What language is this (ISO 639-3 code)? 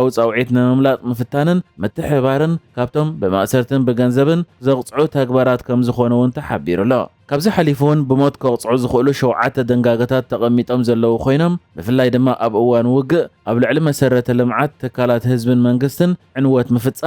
tir